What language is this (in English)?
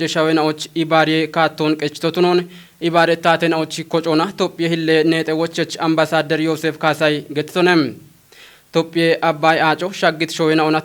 Kafa